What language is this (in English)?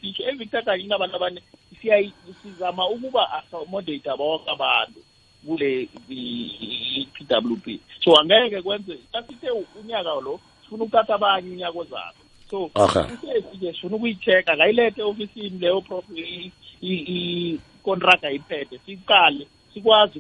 South Ndebele